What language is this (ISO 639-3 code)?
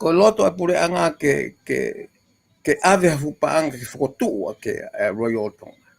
ton